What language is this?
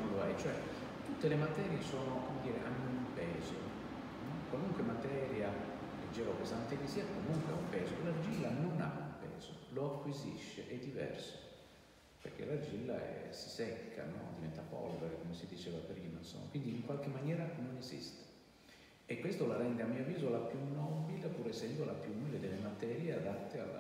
Italian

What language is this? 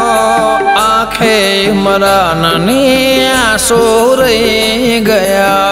Gujarati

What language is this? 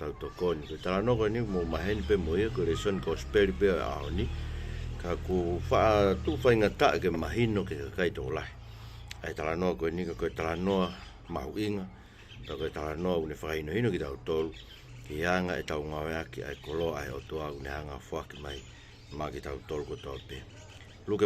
Tongan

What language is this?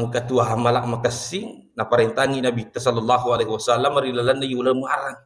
Buginese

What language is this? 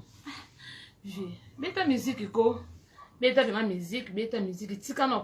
Lingala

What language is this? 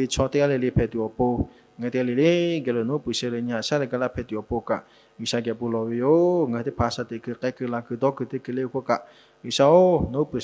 Lahu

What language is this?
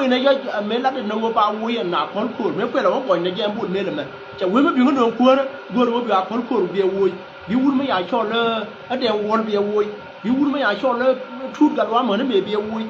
Nuer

